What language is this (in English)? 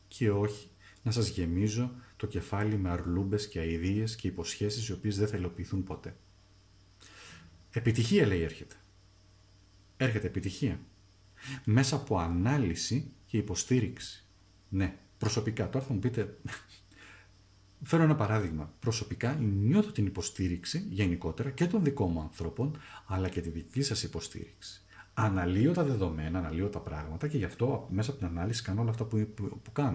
Greek